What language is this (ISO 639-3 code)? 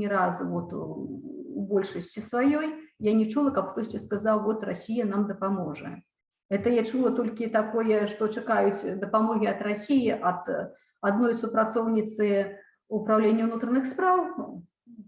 bel